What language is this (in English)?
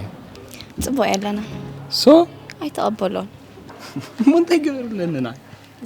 Tigrinya